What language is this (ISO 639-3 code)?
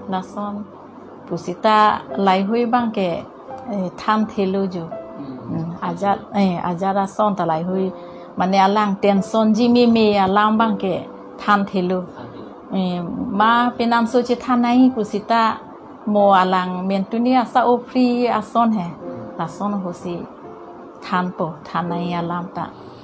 mjw